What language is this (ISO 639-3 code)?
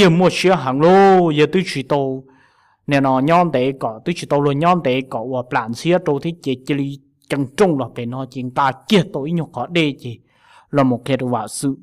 hmn